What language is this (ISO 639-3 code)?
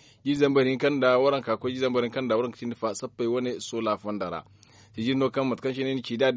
dje